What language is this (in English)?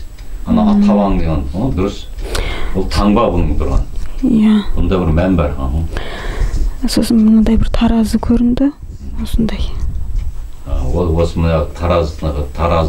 Kazakh